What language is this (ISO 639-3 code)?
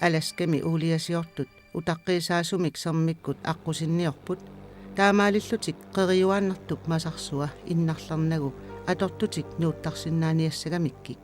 kal